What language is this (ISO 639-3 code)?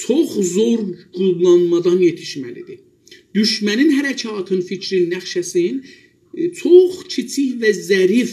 azb